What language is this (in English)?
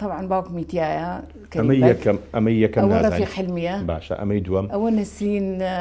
Central Kurdish